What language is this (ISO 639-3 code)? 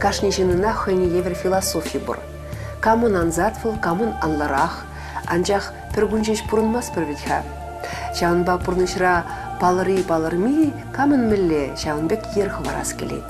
chv